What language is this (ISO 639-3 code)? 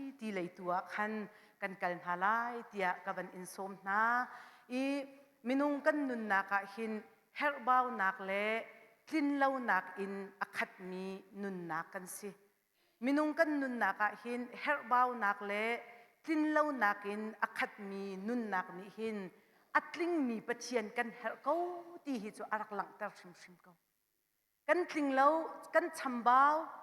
cnh